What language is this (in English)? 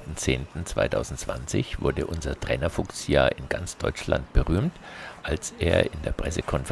German